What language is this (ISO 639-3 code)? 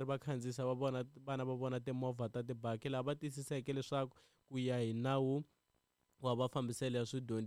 tso